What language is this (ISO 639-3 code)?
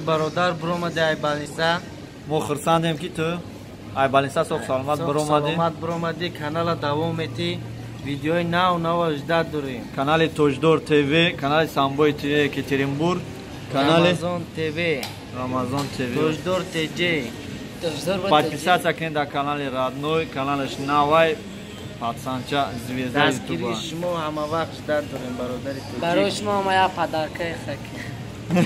tgk